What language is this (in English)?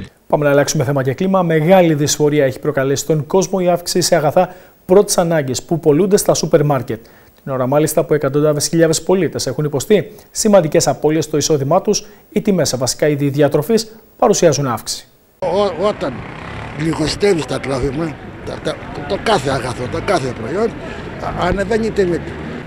Greek